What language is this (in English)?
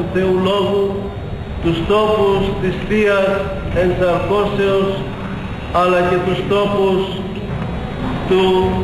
Greek